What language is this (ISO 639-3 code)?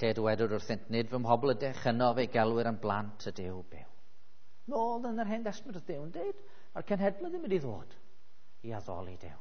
cym